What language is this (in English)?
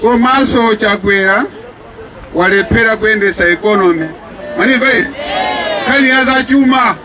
Nyanja